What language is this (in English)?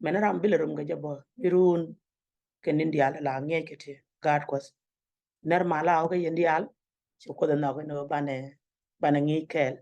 Nuer